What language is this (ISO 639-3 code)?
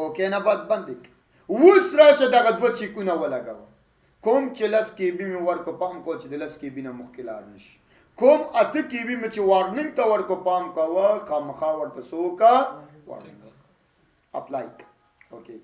pus